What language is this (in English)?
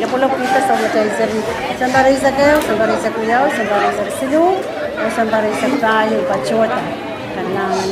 Pohnpeian